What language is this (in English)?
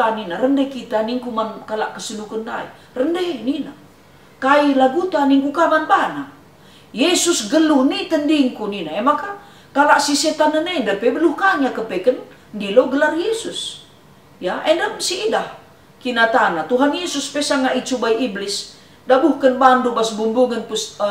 Batak Karo